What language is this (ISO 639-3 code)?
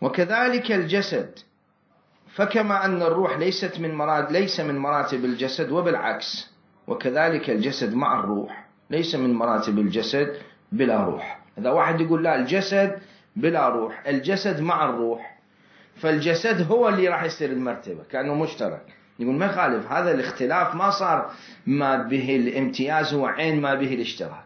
acm